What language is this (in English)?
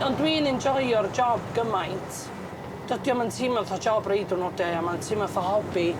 Welsh